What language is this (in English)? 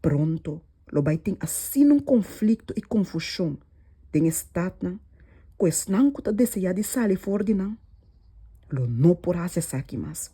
Papiamento